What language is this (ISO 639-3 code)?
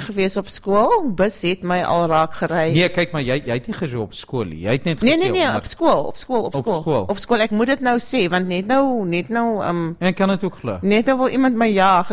afr